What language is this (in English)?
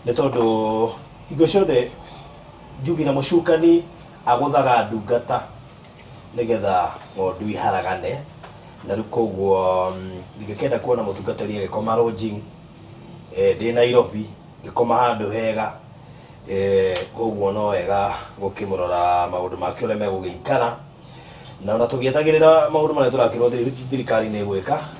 Kikuyu